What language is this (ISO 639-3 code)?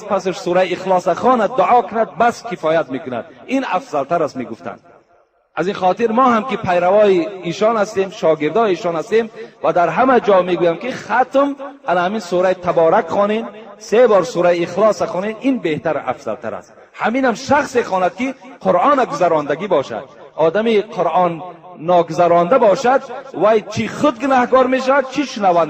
tgk